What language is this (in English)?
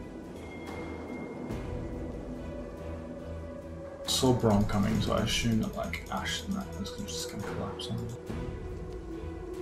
English